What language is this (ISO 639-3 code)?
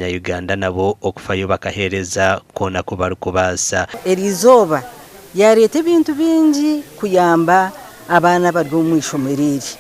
nyn